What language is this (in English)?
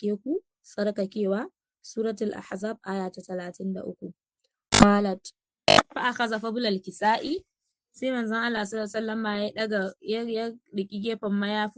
Hausa